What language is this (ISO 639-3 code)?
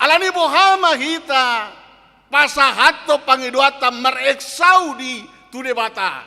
bbc